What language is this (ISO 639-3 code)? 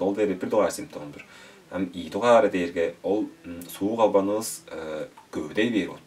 tyv